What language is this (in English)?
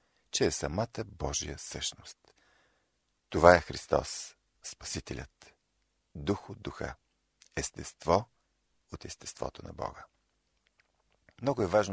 Bulgarian